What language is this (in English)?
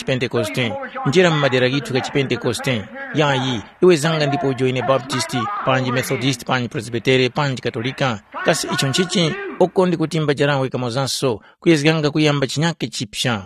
Tumbuka